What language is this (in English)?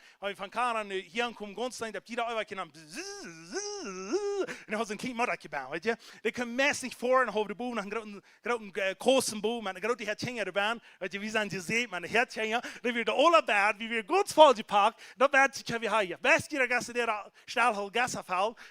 Plautdietsch